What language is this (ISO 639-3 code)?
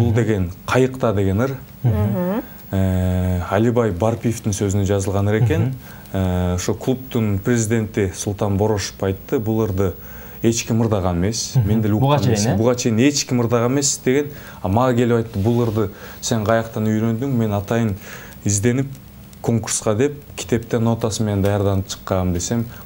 kir